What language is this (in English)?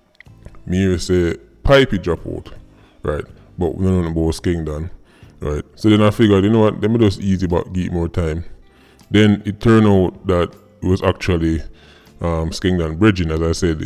Jamaican Creole English